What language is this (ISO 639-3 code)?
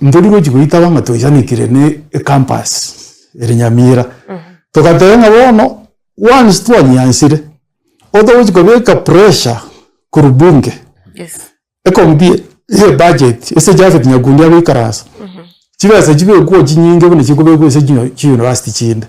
guz